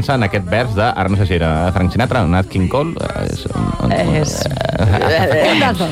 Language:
Catalan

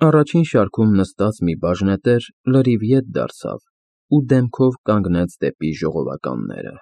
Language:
Armenian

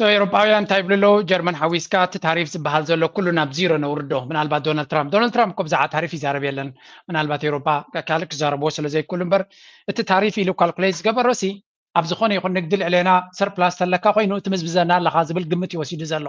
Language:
Tigrinya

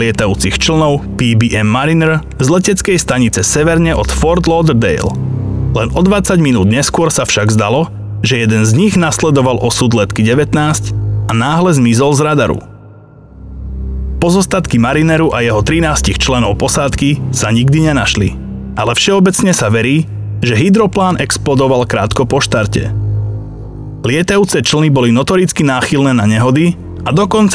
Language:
Slovak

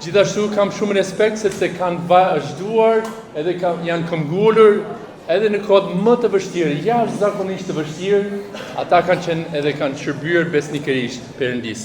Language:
Albanian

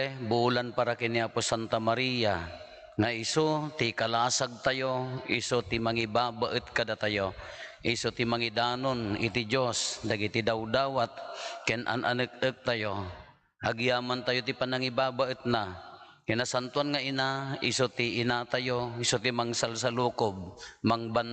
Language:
Iloko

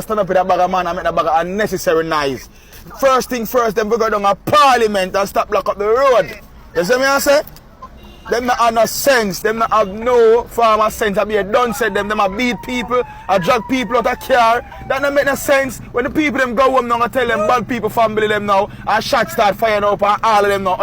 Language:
Jamaican Creole English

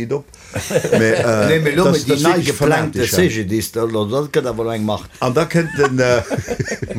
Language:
Luxembourgish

